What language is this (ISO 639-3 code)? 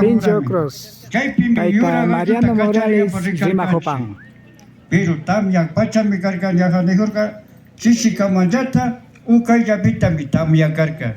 qvi